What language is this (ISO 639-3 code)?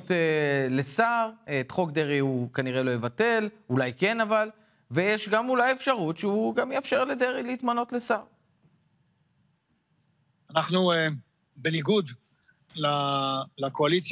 heb